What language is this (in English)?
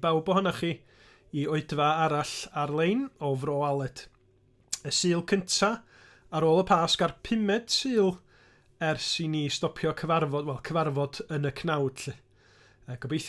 Welsh